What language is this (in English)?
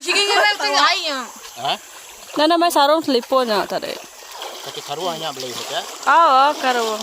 Iban